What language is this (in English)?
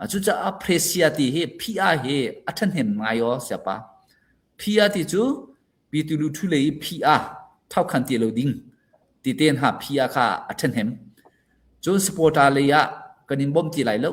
Hakha Chin